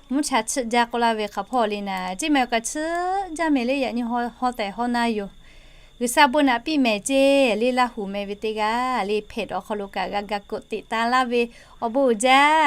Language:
Lahu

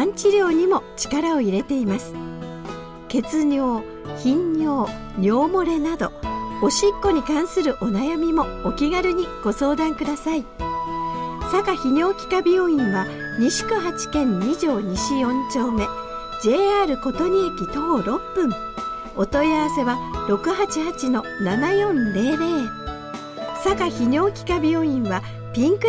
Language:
Japanese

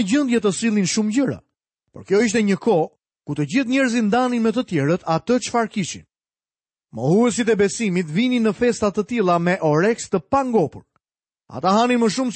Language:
Albanian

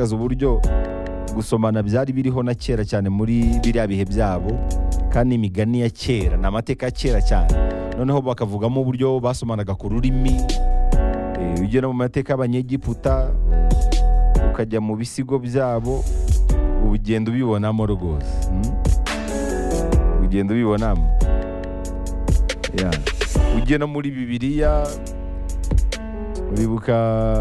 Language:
Kinyarwanda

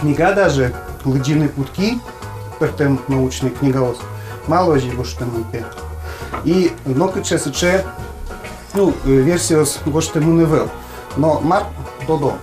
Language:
Udmurt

